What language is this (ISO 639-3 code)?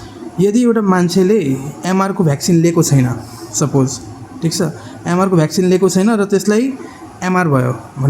nep